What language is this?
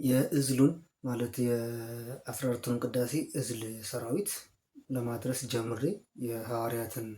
Amharic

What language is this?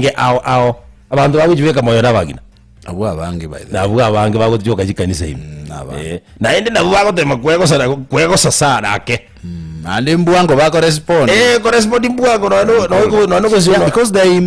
Gusii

